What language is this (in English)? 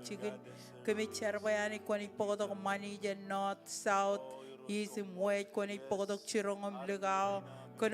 Marshallese